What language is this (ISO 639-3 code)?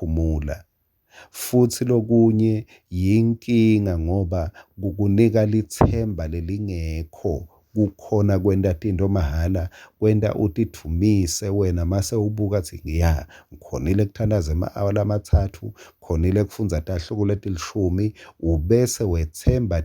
ssw